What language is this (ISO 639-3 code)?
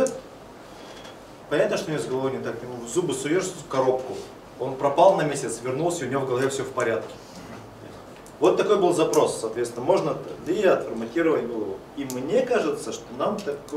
rus